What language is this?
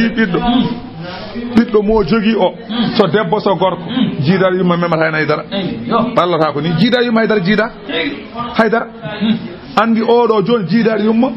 Fula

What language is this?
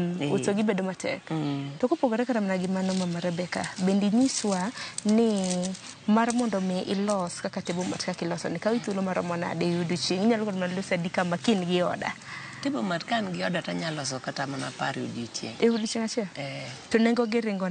Luo (Kenya and Tanzania)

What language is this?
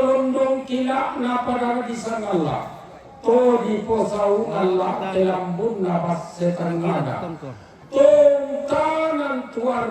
Toraja-Sa'dan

